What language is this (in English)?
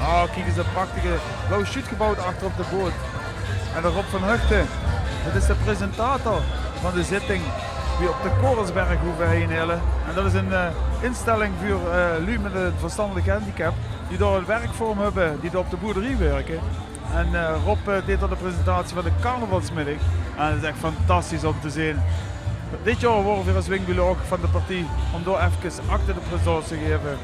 Limburgish